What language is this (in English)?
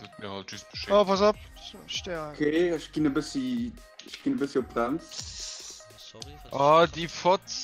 Luxembourgish